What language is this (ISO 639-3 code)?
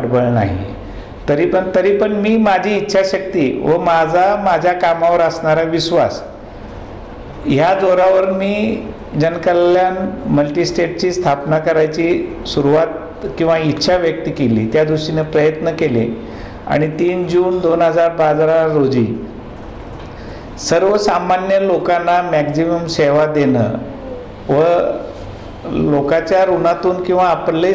mar